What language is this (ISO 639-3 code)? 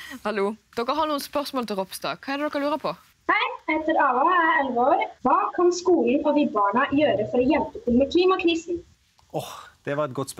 nor